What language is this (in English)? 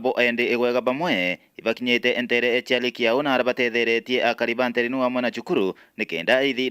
Meru